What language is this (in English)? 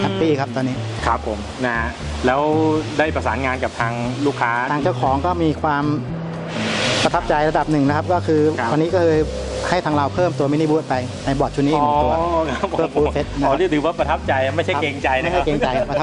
Thai